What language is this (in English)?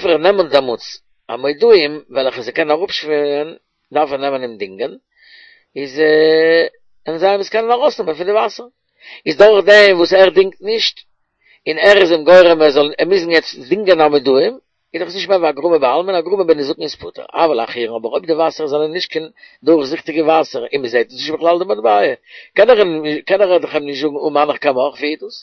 Yiddish